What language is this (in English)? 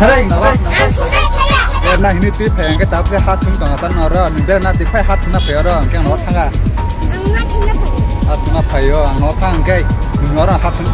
Kok Borok